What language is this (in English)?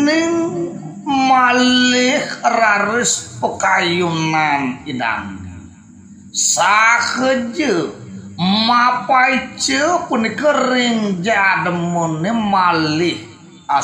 Balinese